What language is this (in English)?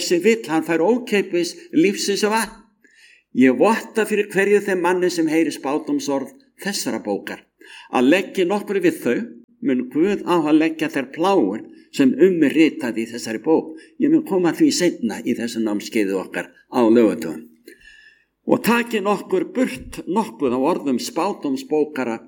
Icelandic